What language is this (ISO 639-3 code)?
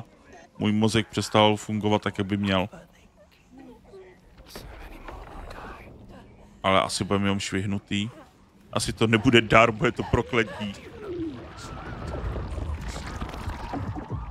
ces